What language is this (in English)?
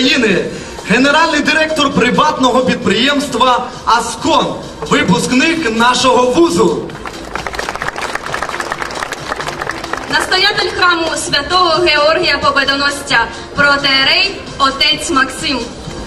Ukrainian